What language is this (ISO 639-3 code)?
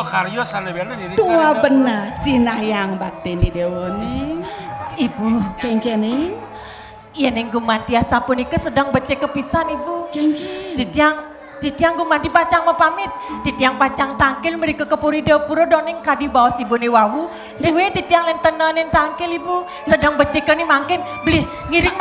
ban